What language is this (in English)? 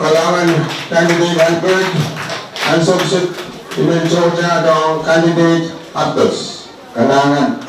Pohnpeian